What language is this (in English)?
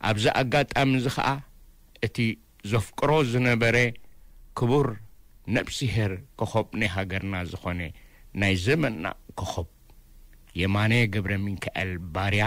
Tigrinya